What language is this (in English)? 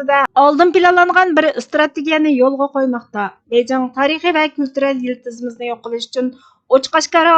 Uyghur